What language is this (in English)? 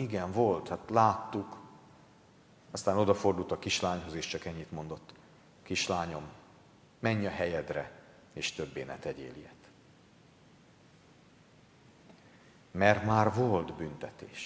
Hungarian